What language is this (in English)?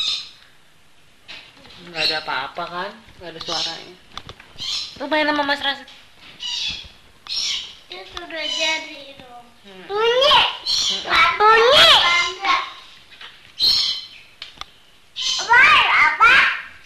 Indonesian